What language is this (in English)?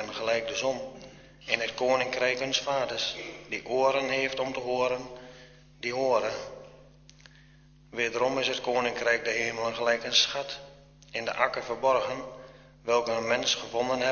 Dutch